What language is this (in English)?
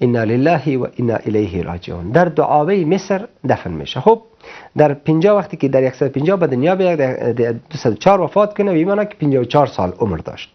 Persian